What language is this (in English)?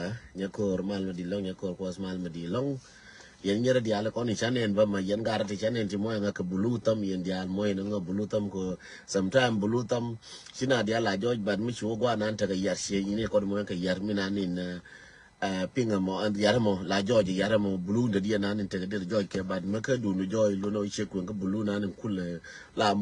Nuer